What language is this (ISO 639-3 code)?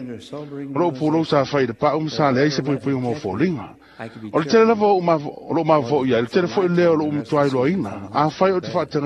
smo